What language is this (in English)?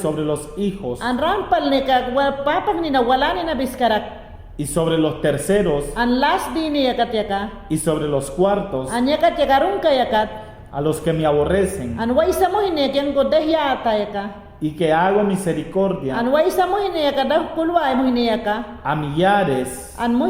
Mayangna